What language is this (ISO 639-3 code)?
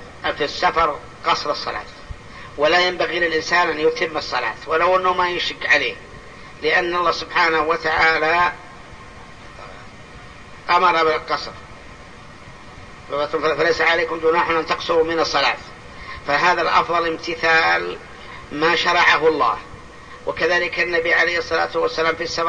ara